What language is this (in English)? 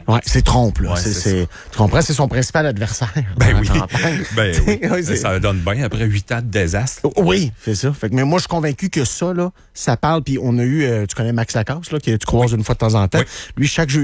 French